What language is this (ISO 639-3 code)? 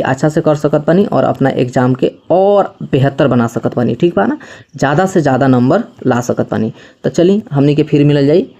bho